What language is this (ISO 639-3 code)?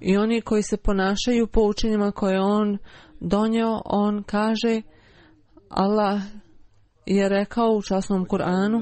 bos